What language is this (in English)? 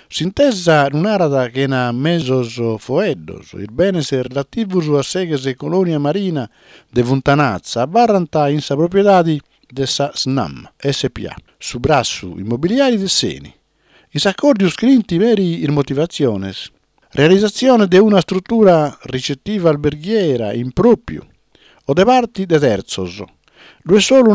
Sardinian